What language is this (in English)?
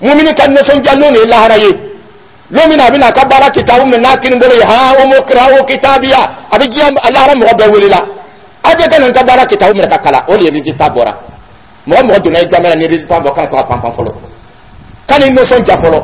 Dyula